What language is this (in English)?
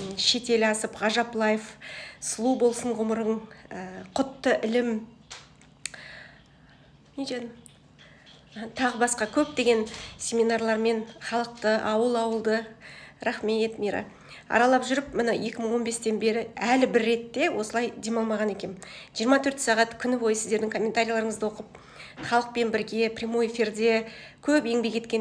Kazakh